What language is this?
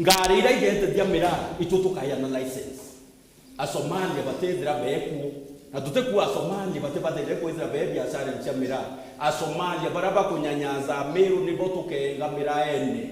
Meru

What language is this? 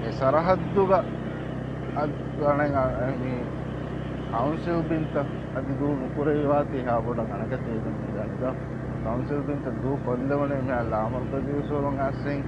Divehi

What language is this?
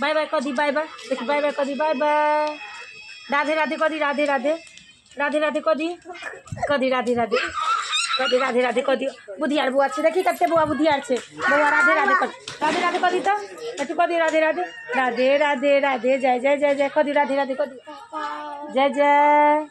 Maithili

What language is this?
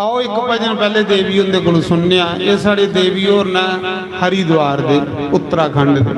Dogri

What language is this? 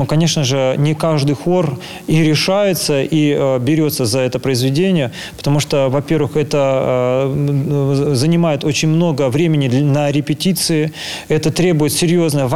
Russian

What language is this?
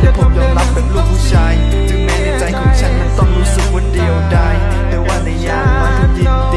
Thai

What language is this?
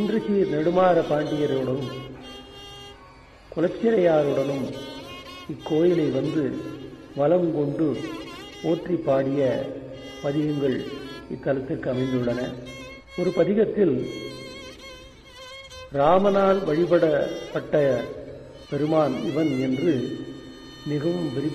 Tamil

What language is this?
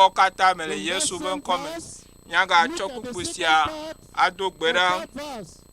Ewe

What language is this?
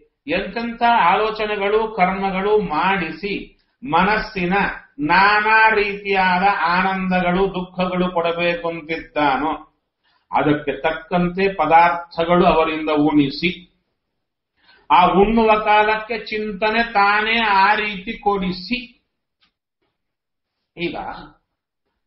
Kannada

